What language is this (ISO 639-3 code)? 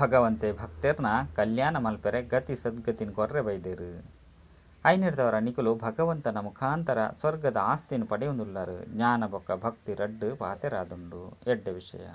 tcy